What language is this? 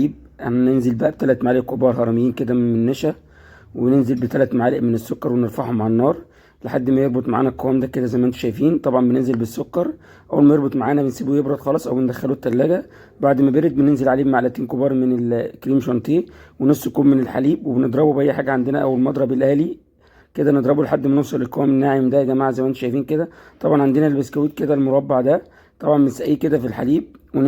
Egyptian Arabic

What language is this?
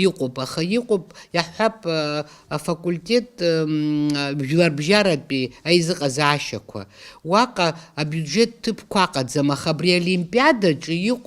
Abkhazian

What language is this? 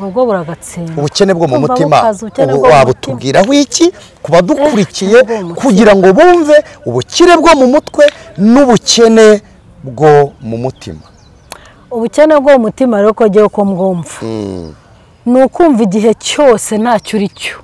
Kinyarwanda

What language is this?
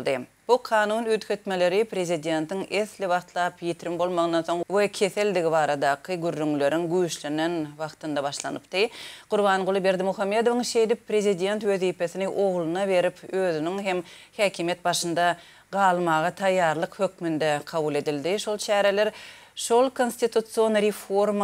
Turkmen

